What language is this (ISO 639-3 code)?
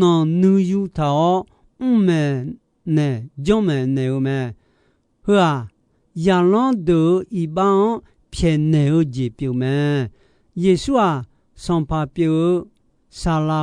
ahk